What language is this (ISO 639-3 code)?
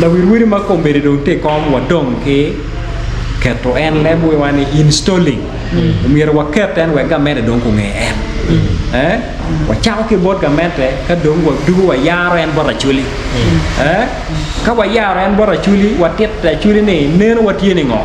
ach